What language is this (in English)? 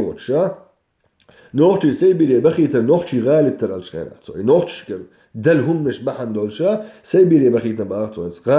Chechen